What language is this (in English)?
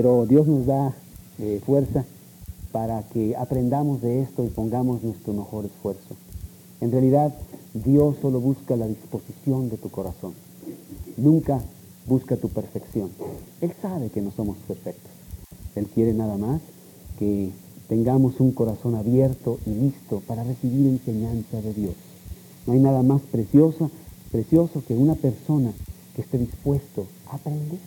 Spanish